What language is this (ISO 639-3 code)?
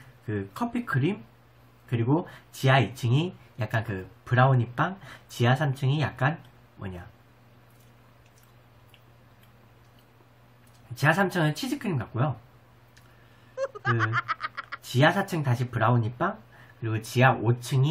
kor